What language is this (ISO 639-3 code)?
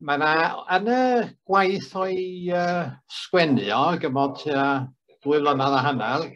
cym